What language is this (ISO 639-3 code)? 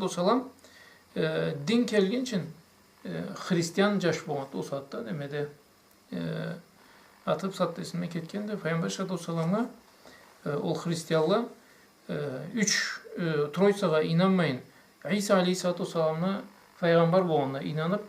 krc